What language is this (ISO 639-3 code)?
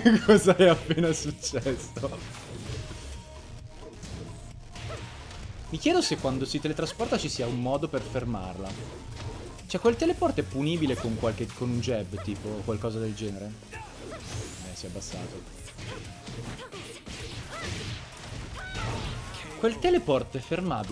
ita